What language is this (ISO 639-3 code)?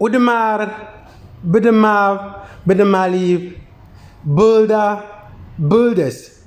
xon